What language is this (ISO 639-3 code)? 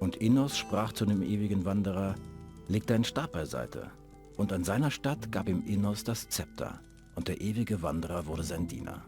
bar